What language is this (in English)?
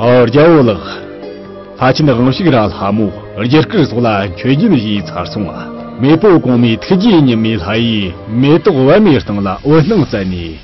Tibetan